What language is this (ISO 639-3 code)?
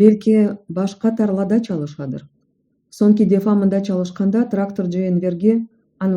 crh